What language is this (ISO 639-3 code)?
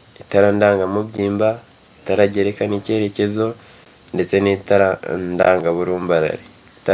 kin